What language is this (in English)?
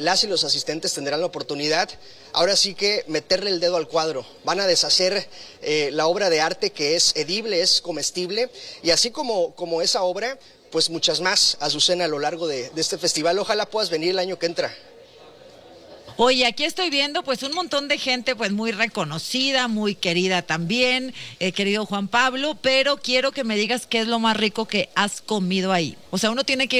Spanish